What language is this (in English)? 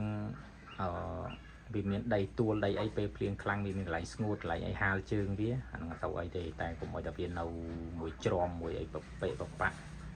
Khmer